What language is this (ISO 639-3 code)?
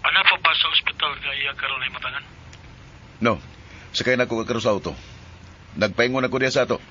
ceb